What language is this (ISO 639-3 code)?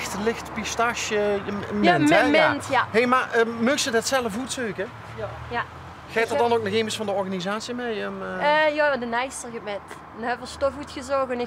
lim